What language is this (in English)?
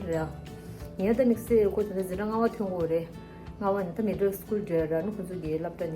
Tibetan